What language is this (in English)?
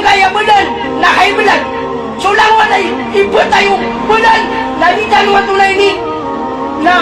Maranao